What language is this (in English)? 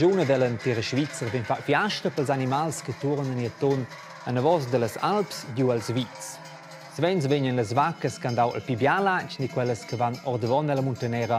Romansh